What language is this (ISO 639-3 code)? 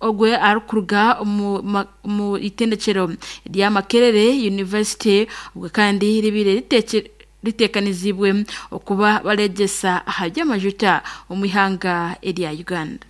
nyn